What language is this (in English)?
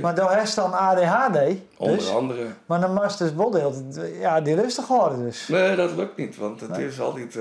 Western Frisian